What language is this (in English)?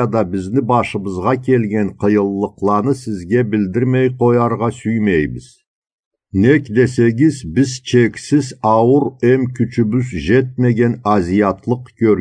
Karachay-Balkar